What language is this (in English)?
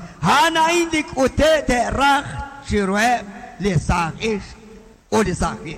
Kekchí